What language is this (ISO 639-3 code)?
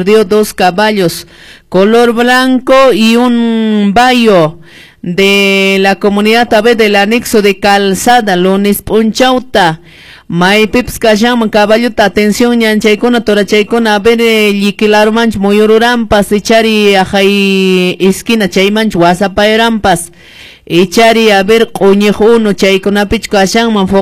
que